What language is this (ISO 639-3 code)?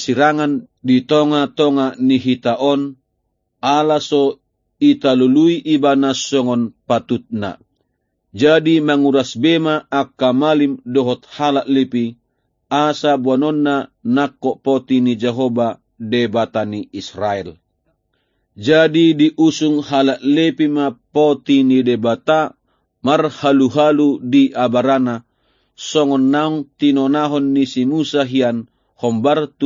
bbc